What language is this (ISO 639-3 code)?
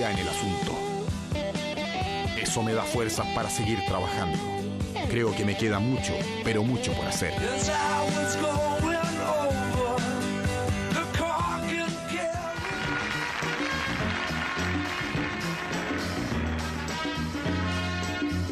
spa